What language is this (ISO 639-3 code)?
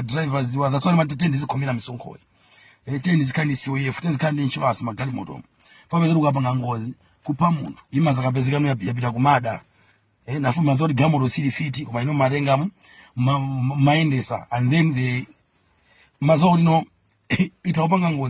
nya